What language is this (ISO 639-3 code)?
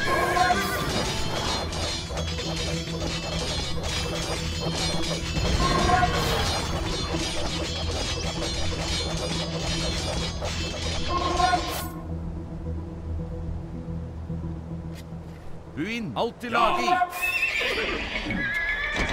nor